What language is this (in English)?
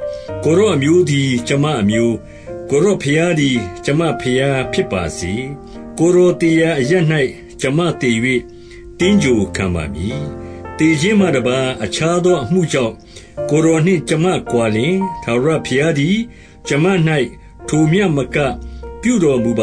Burmese